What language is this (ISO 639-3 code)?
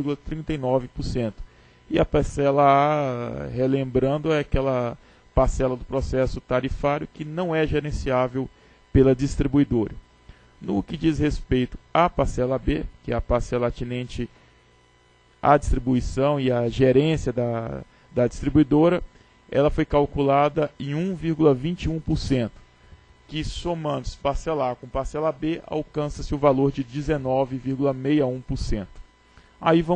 por